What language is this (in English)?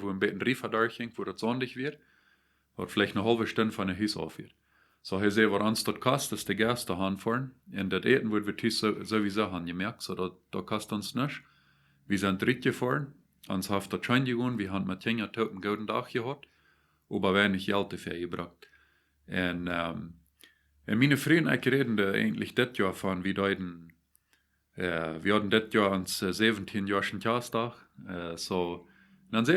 Plautdietsch